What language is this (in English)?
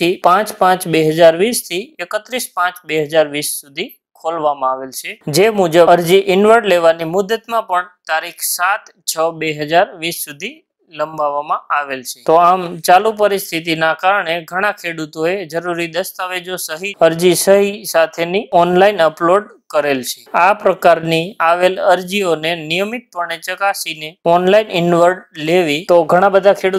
Gujarati